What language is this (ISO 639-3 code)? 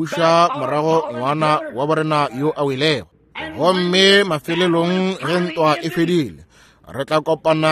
nso